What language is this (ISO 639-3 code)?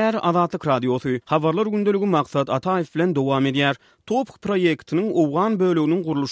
tuk